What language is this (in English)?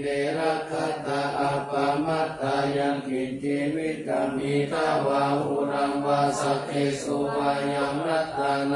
Pali